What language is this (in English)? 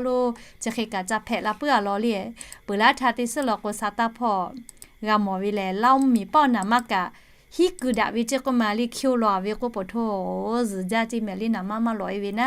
Lahu